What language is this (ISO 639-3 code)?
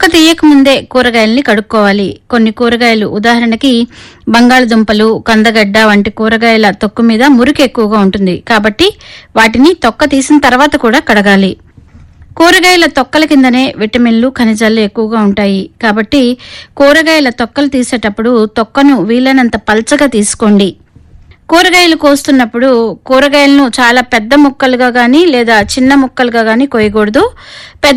tel